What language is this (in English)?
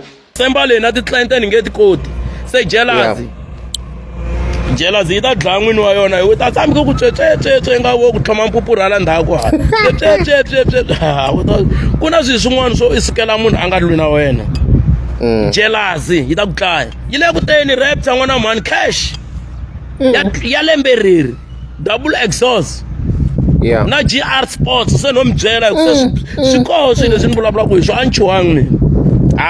Tsonga